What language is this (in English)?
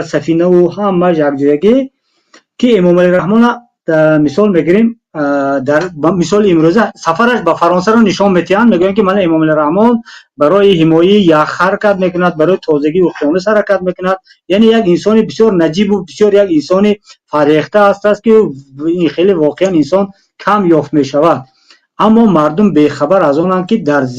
Tajik